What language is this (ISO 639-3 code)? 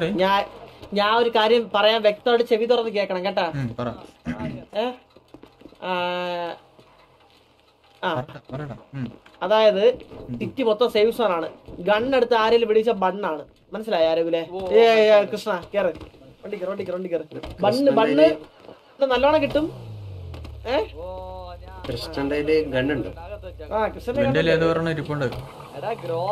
mal